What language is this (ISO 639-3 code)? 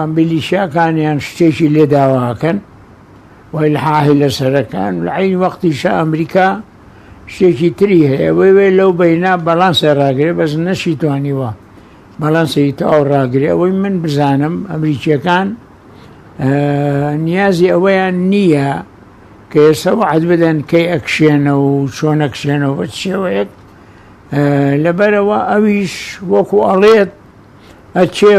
ckb